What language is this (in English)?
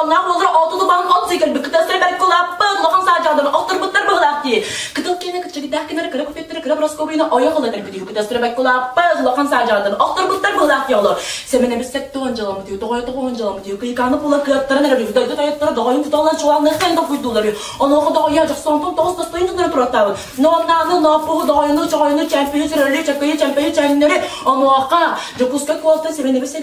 Yakut